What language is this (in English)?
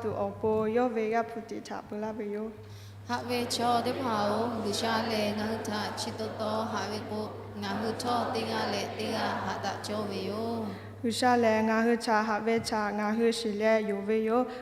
Lahu